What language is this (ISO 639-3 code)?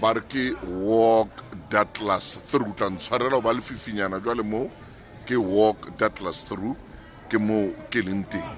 sot